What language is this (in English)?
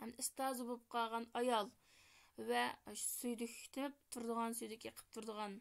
Uyghur